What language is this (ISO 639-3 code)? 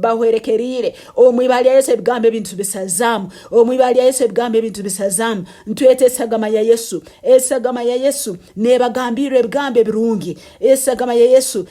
nyn